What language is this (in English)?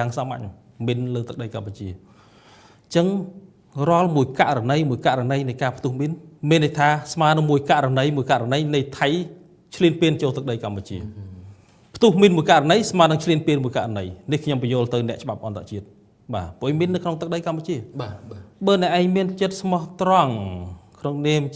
Khmer